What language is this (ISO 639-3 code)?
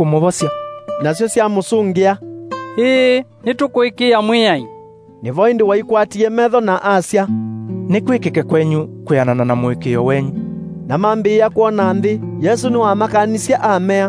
kam